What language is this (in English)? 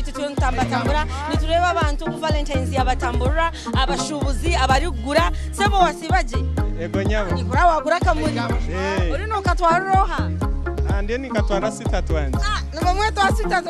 Nyankole